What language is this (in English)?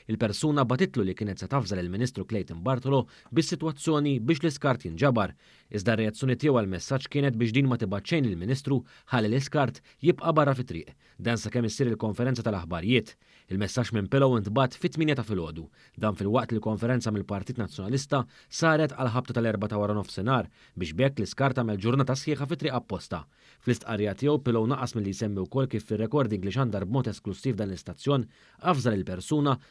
Maltese